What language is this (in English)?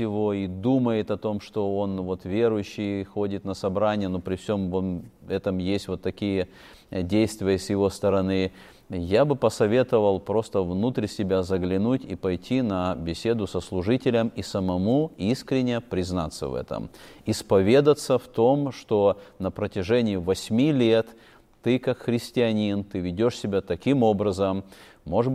Russian